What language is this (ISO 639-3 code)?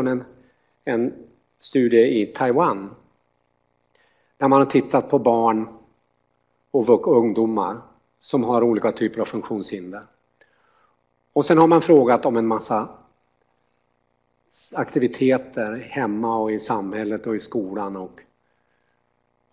swe